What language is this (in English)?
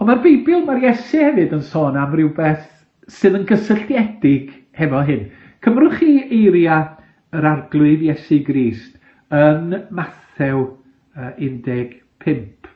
Welsh